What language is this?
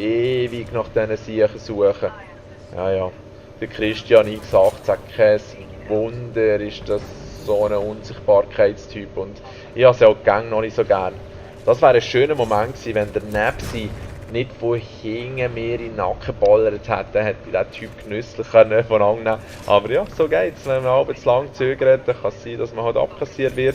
Swiss German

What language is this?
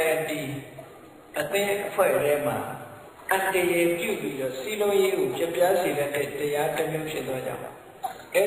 Burmese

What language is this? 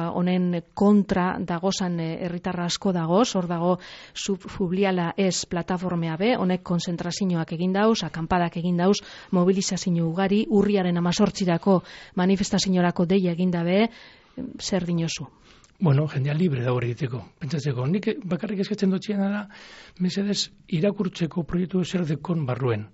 Basque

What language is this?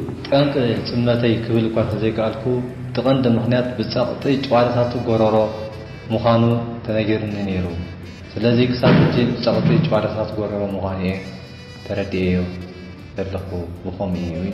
Tigrinya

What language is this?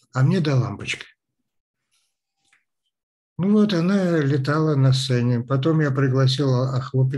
Russian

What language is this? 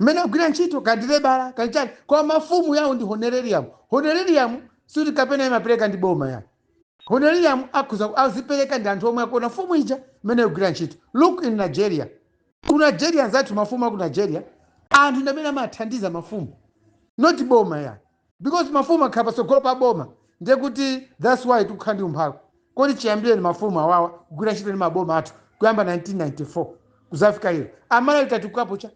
Nyanja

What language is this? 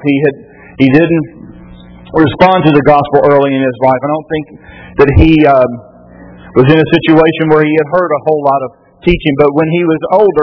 English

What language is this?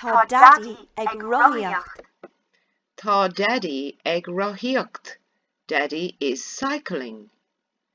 Irish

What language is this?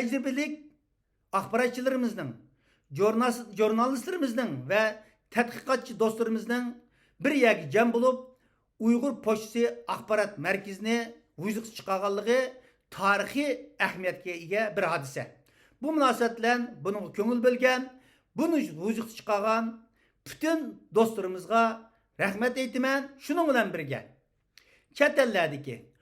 Uyghur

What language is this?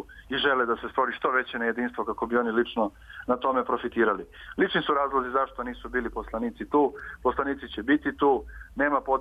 Serbian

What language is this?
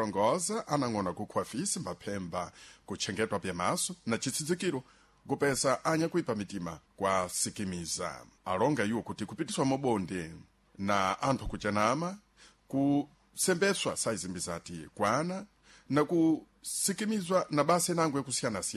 Sena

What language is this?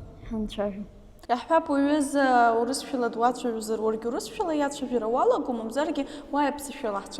Abkhazian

